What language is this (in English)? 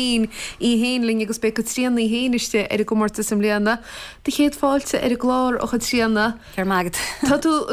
Irish